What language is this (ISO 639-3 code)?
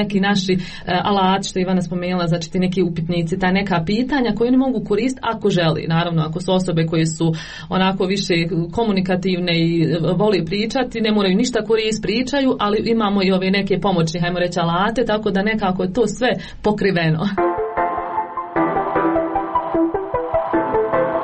hrv